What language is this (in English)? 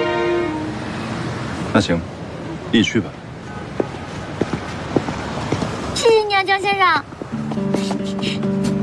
Chinese